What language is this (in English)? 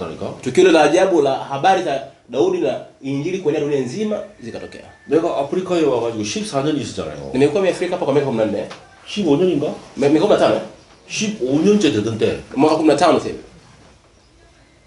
Korean